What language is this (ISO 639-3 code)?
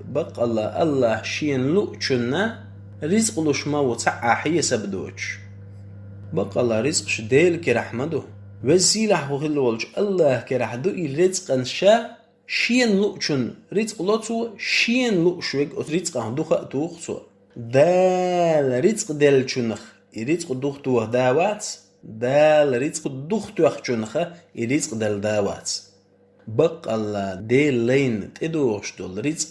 che